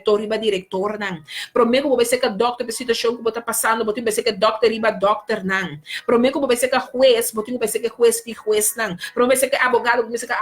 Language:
Papiamento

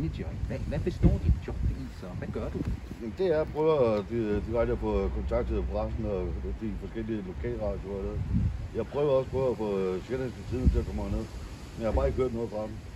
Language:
Danish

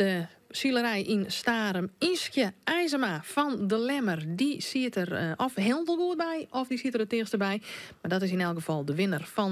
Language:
Western Frisian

